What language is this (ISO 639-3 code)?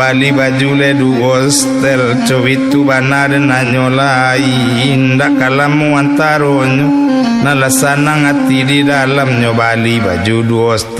min